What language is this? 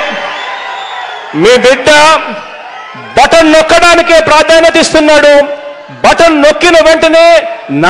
Telugu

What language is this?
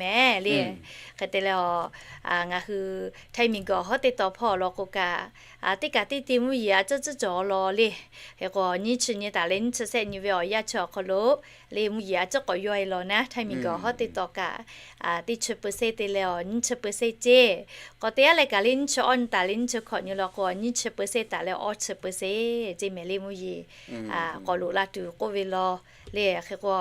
Lahu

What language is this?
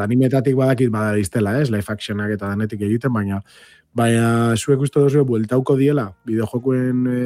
Basque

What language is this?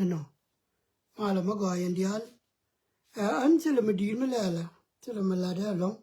Nuer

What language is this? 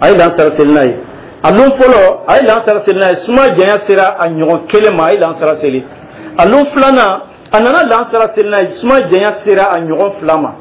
Dyula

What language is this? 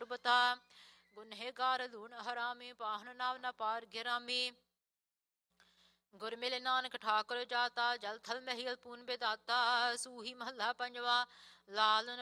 Punjabi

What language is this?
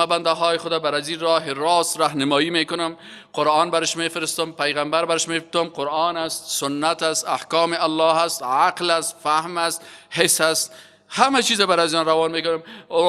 Tajik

